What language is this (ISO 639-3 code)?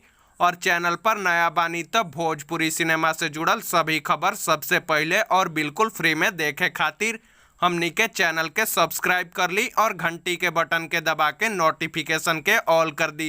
bho